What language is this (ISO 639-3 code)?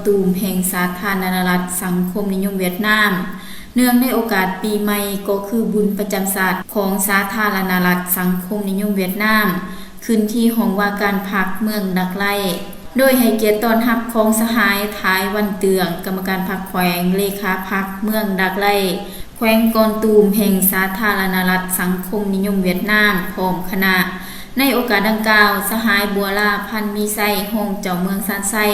lao